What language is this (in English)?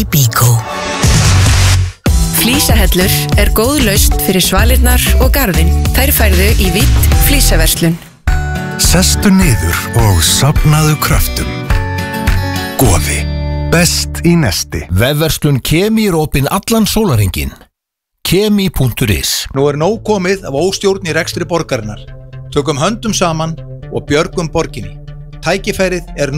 Icelandic